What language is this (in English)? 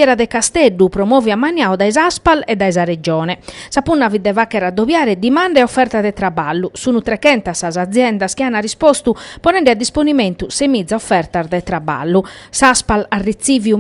Sardinian